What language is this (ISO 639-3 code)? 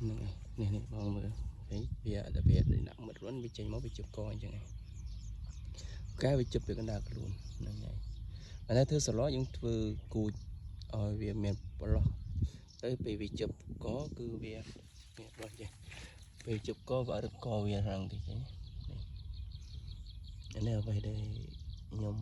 khm